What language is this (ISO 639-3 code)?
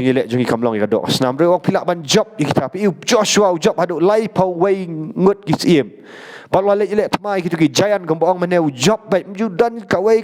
kha